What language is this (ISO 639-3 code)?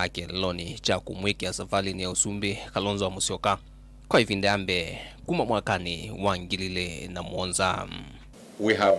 kam